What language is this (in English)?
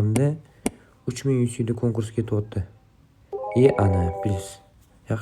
Uzbek